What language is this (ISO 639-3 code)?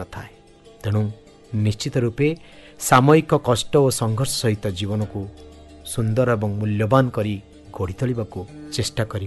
ori